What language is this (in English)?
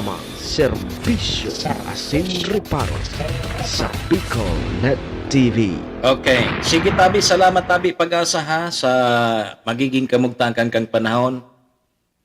Bikol